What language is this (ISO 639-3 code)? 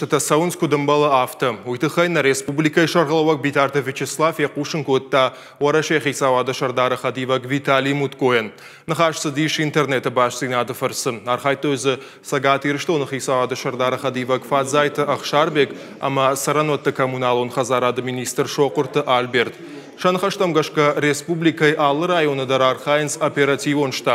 oss